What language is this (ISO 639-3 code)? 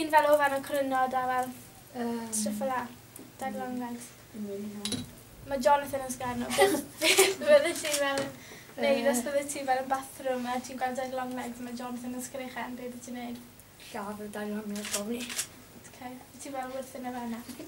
cym